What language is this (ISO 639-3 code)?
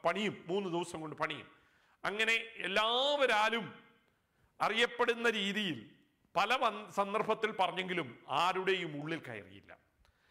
mal